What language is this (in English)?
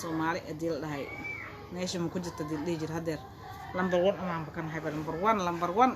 Somali